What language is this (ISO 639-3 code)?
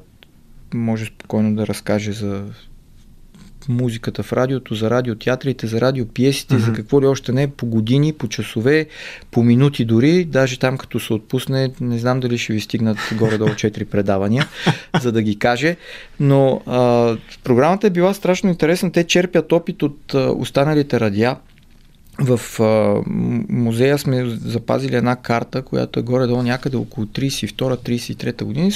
bul